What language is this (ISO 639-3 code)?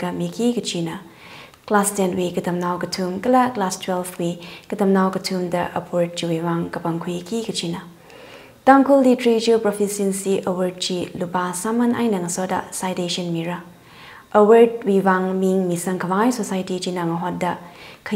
nmf